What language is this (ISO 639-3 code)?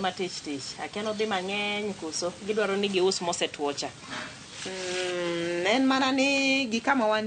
luo